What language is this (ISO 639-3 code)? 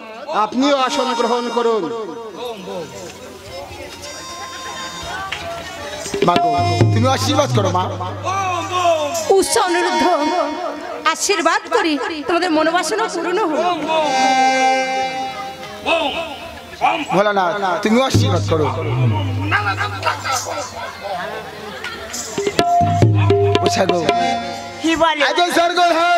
ben